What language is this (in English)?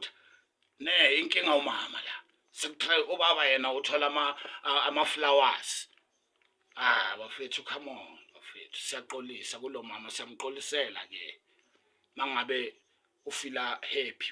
Zulu